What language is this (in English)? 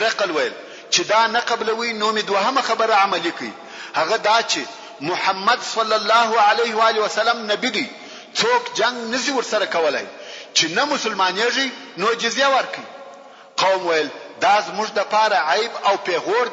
Pashto